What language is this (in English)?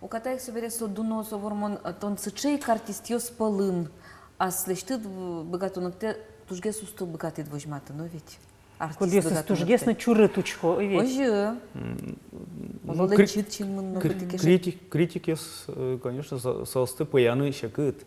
Udmurt